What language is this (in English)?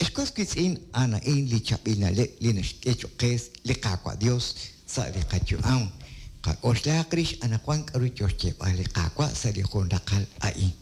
Kekchí